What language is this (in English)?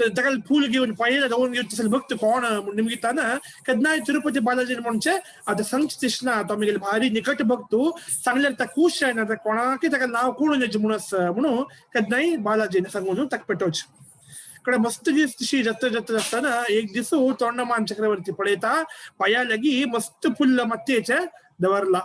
Konkani